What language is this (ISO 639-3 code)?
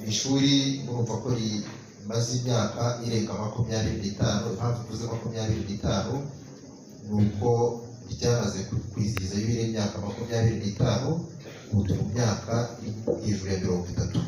kin